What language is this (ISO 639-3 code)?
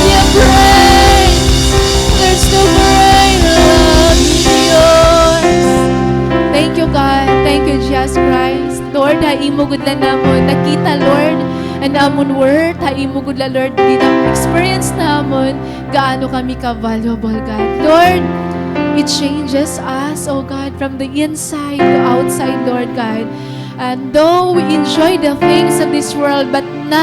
war